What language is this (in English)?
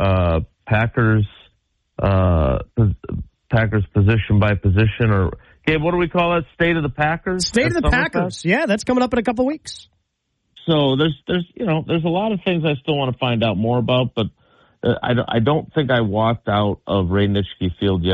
English